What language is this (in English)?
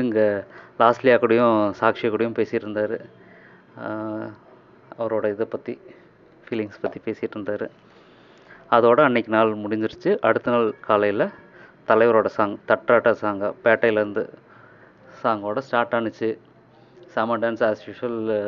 Tamil